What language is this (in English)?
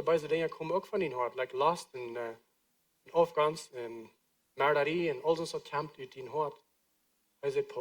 Plautdietsch